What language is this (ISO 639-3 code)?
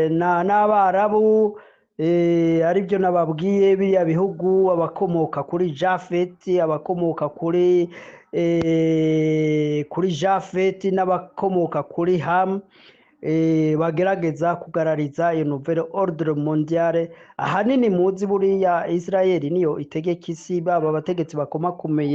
run